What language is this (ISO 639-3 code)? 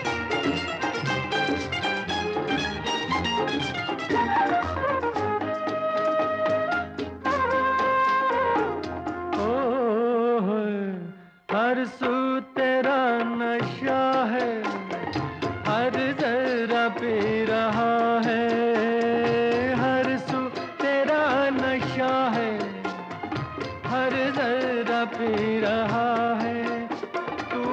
hin